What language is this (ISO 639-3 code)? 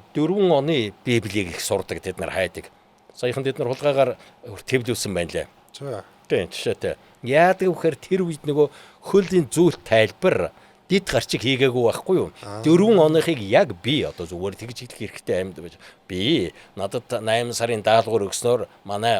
mon